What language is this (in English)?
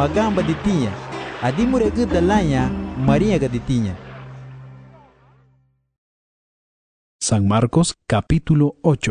Garifuna